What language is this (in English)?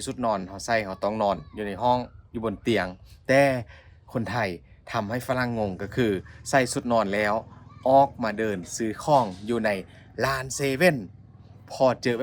Lao